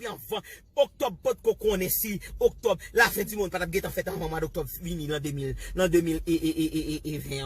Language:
Haitian Creole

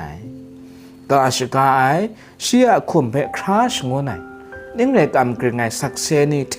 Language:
Kachin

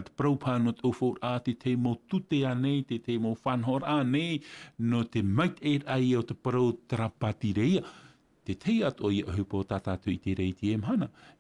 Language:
Tahitian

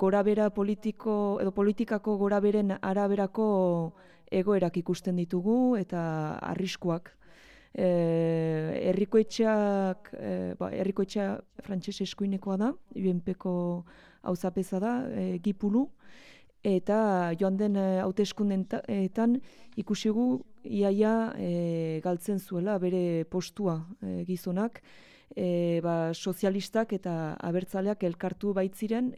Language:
Basque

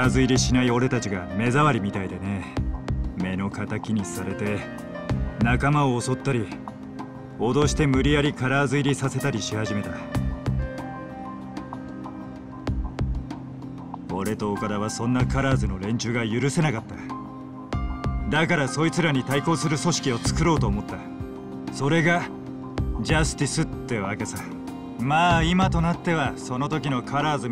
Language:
Japanese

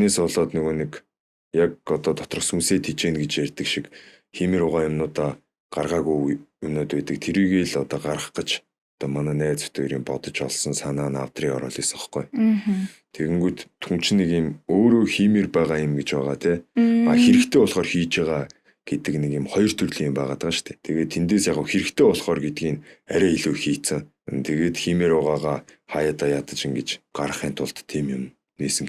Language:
Mongolian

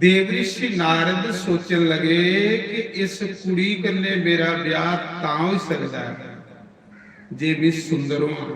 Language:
Dogri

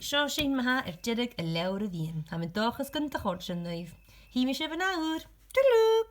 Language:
Scottish Gaelic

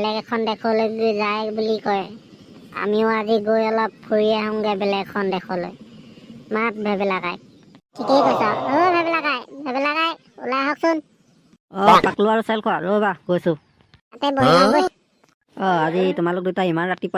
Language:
Assamese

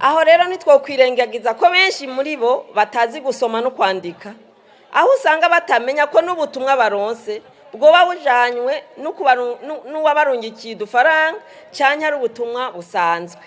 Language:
Rundi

